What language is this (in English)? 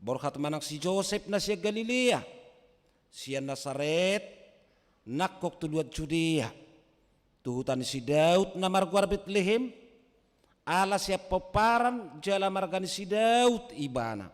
Batak Toba